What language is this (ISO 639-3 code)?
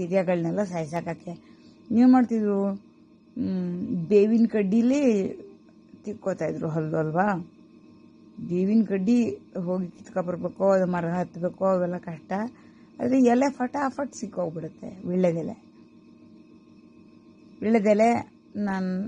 kan